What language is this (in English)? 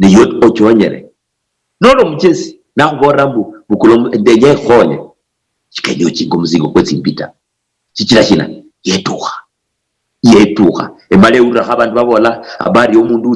Luyia